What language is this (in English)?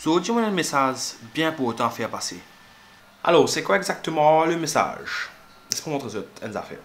Morisyen